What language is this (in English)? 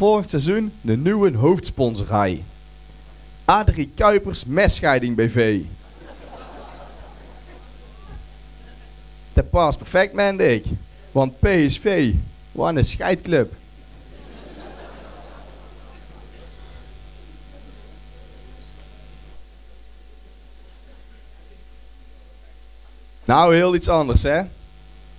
Dutch